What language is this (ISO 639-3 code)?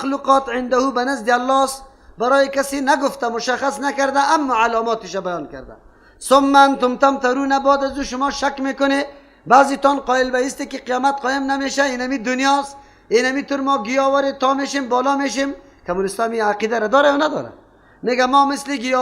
fas